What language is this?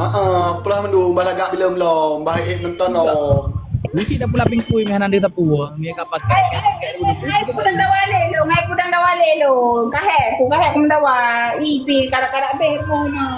Achinese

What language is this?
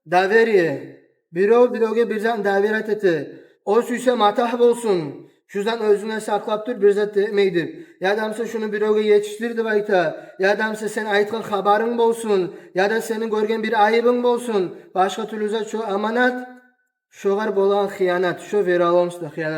Kumyk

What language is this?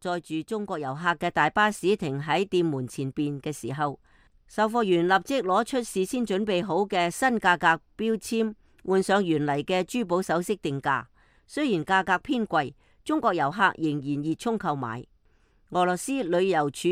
Cantonese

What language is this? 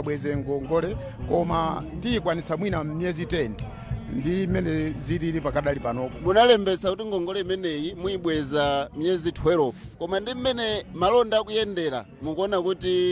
Nyanja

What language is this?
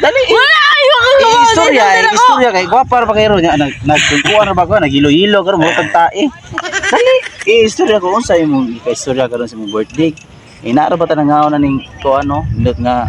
Cebuano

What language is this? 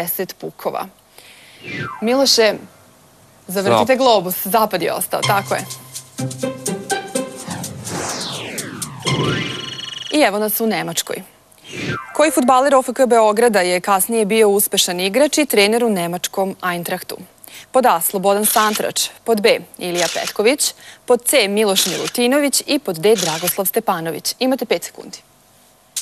Serbian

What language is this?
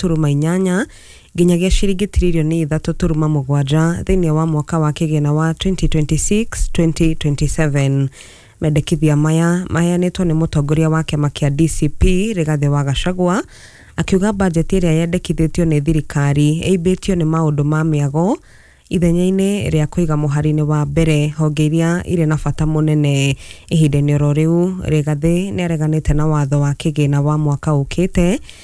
Kikuyu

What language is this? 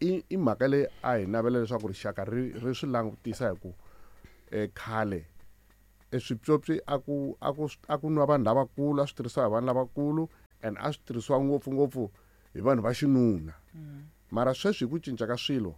Tsonga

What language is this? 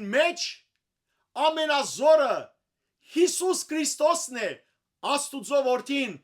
Western Armenian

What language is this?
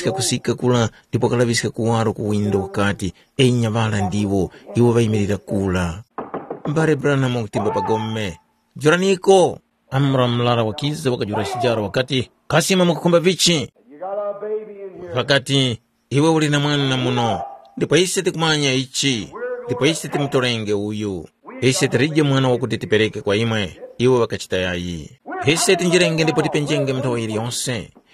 Tumbuka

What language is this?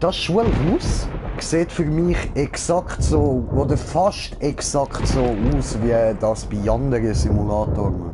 Swiss German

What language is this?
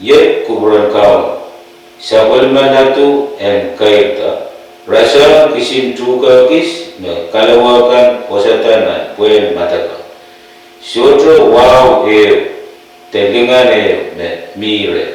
Pohnpeian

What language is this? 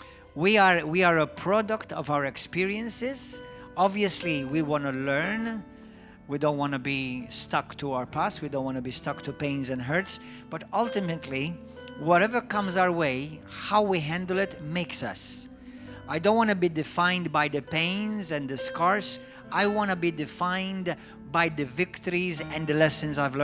English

